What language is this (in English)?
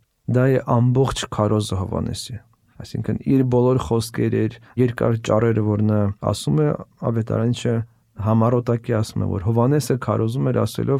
Armenian